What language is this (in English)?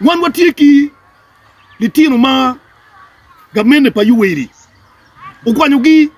Acoli